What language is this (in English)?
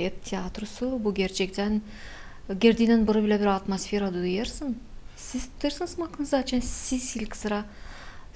Gagauz